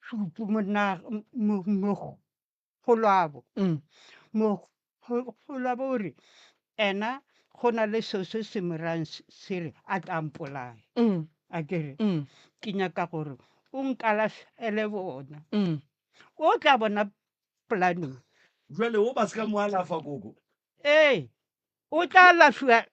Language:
Northern Sotho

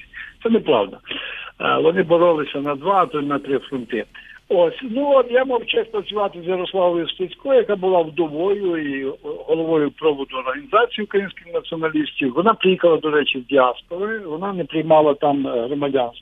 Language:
Ukrainian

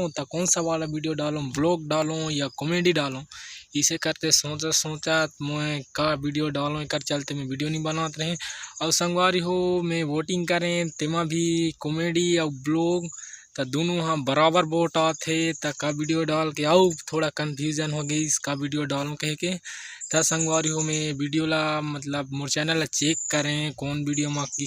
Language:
Chhattisgarhi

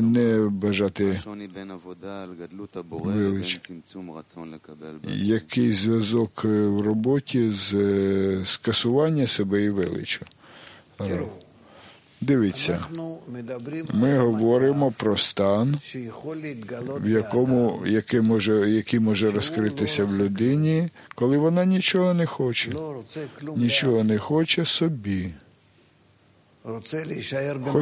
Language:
Ukrainian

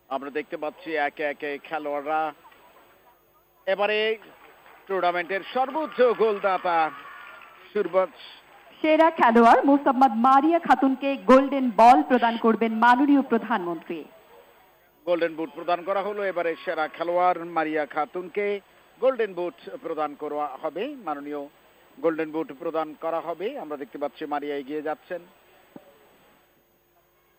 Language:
Bangla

